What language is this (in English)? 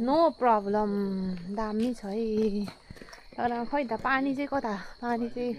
Nepali